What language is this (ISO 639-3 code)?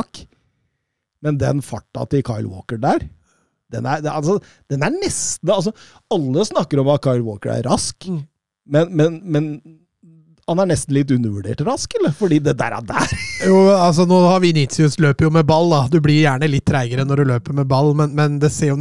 nor